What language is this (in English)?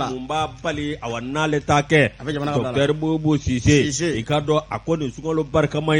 Bambara